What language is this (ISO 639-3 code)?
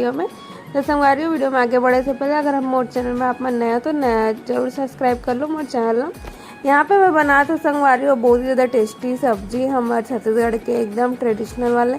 hne